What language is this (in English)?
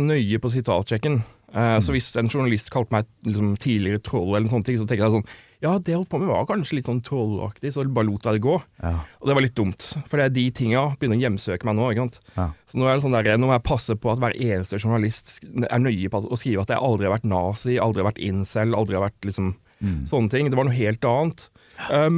Norwegian